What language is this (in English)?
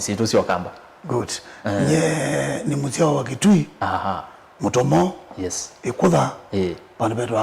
Kamba